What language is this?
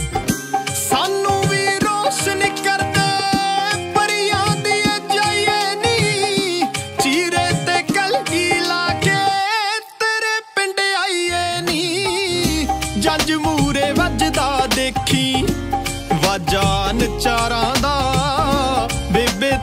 Punjabi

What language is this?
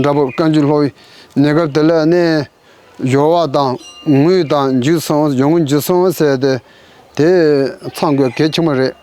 Tibetan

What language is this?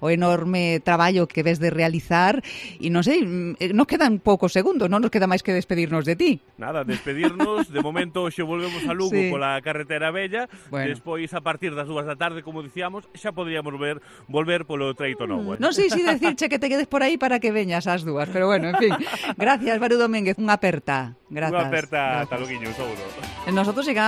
Galician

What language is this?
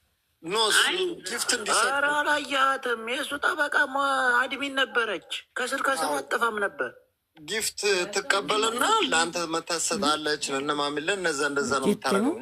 Amharic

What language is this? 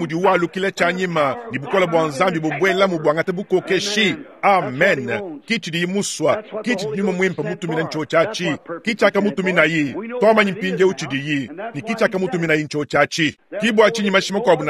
Luba-Lulua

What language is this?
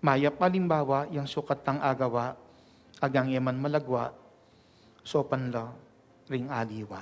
Pampanga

